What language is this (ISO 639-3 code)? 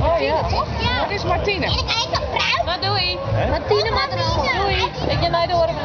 fry